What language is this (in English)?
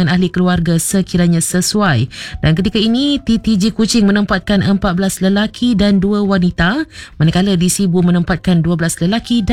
Malay